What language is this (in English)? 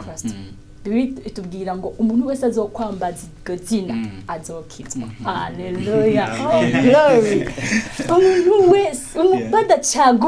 Rundi